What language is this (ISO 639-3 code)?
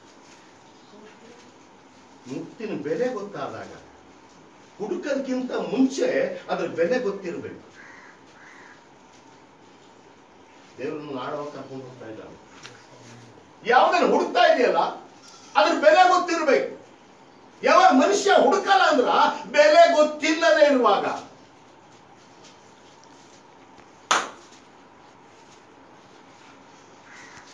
kan